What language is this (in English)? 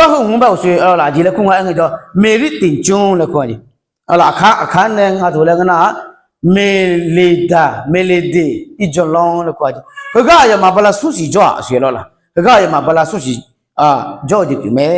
Akha